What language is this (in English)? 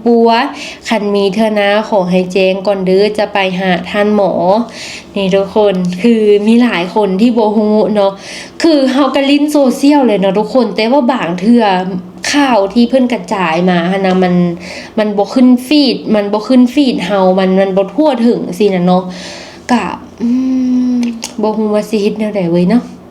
Lao